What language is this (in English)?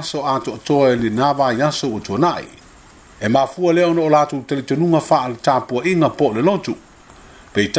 Samoan